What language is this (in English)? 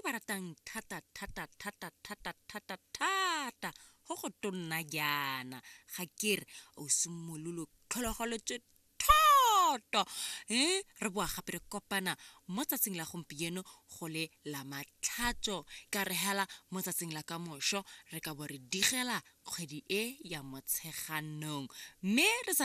Tswana